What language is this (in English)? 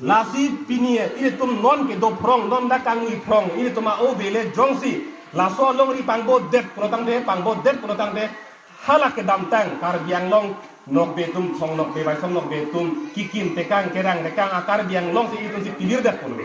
Karbi